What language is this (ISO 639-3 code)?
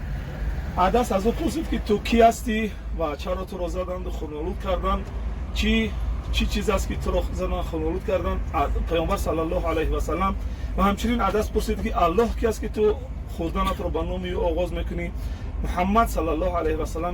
tgk